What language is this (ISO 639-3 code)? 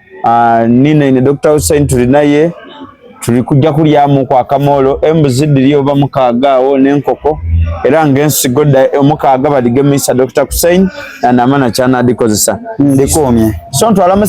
xog